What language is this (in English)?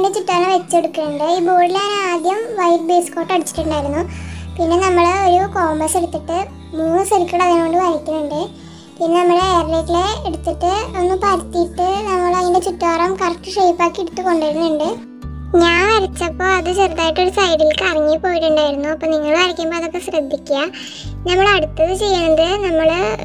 Malayalam